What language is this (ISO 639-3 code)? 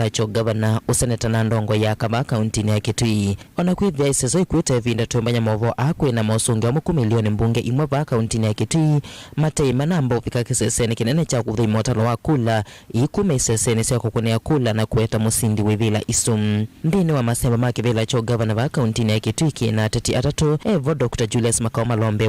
kam